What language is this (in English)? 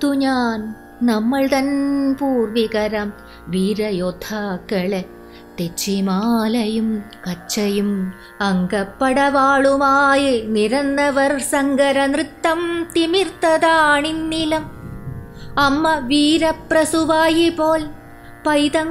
Malayalam